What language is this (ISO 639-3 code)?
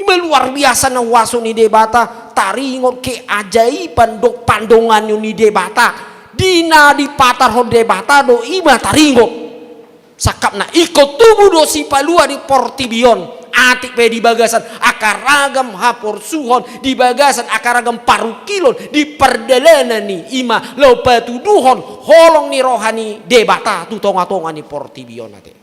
bbc